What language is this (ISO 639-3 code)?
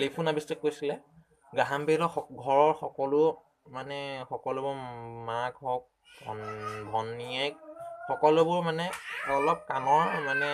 asm